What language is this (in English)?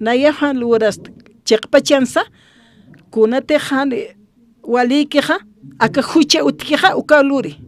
Aymara